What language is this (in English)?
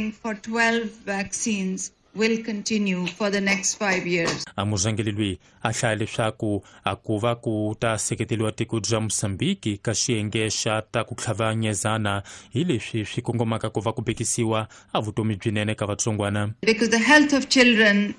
Tsonga